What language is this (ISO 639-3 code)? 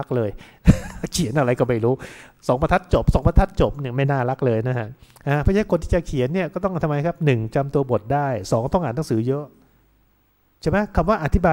tha